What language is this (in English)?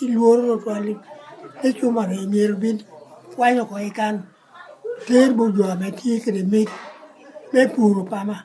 Lango (Uganda)